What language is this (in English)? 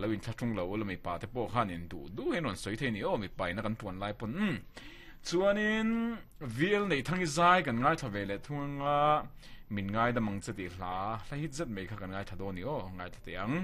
Mizo